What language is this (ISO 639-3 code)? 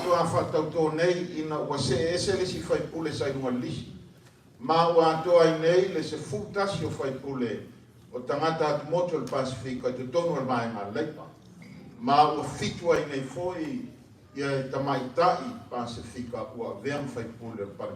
smo